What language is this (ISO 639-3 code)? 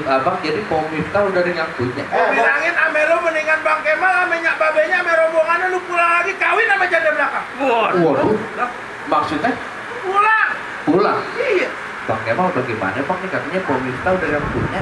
bew